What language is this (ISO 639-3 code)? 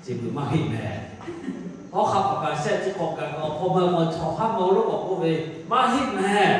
lhu